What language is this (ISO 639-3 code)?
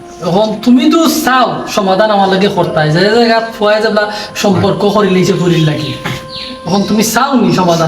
syl